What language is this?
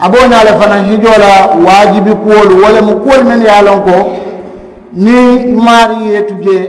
Mandingo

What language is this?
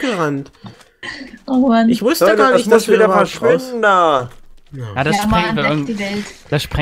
German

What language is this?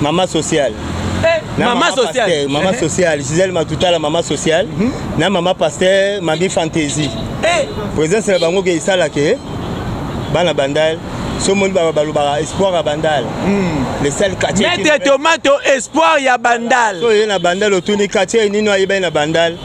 Lingala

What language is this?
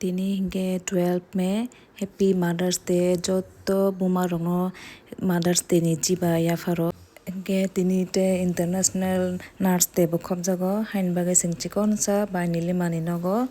Kok Borok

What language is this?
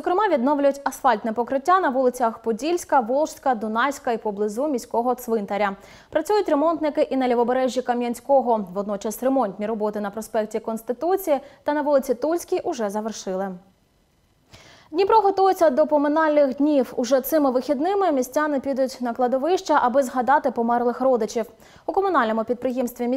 Ukrainian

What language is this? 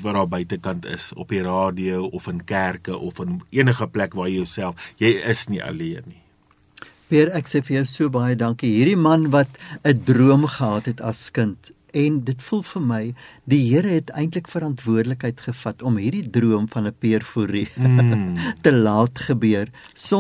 Afrikaans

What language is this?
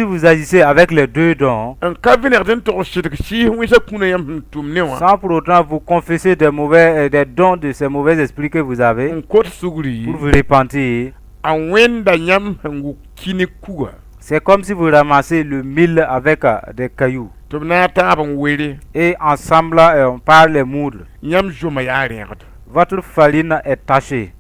Mossi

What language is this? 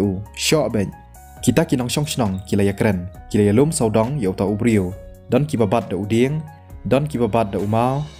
Khasi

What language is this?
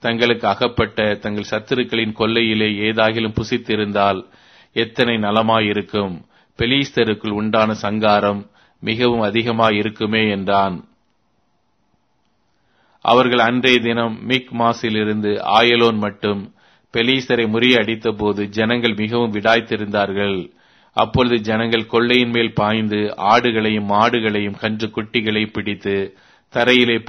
Tamil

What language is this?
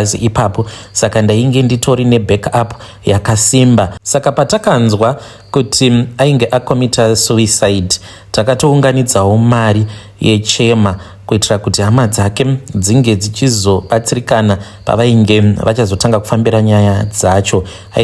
Shona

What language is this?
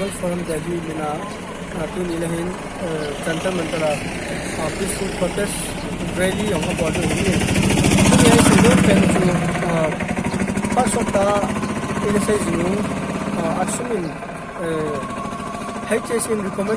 Paite Chin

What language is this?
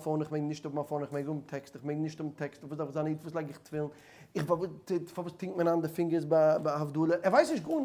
Yiddish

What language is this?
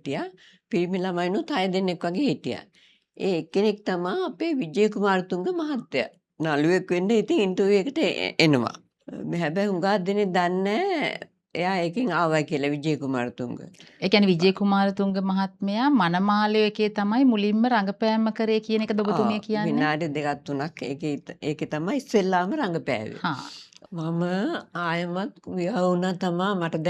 Sinhala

